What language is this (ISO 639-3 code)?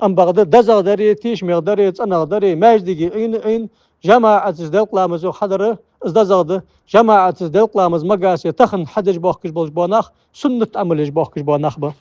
inh